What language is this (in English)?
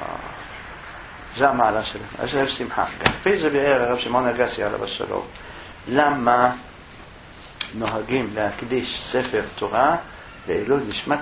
Hebrew